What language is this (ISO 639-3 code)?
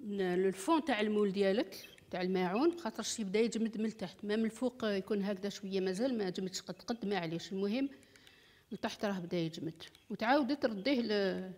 arq